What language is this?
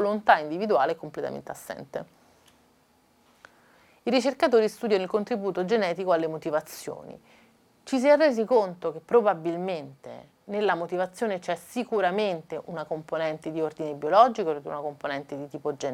Italian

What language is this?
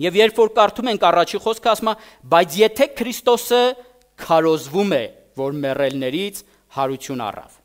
Armenian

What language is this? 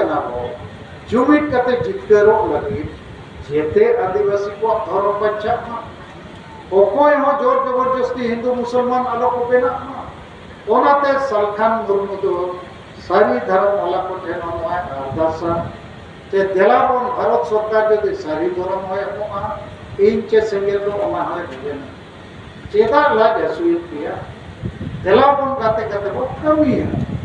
Santali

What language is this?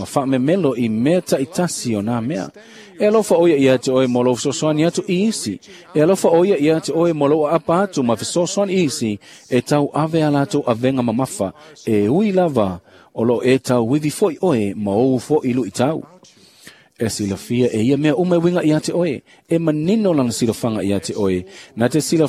Samoan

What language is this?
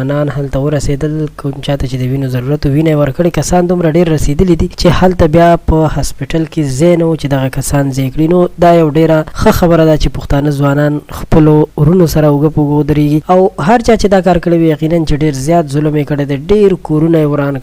Pashto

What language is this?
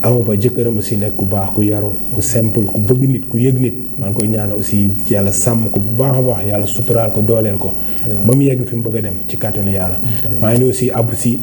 Wolof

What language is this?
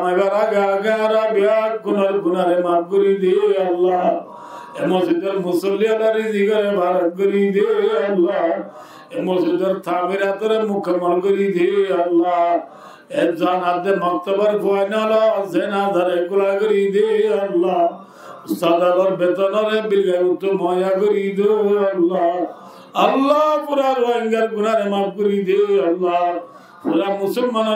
Rohingya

